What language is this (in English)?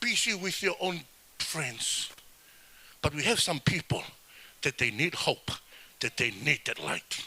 Tongan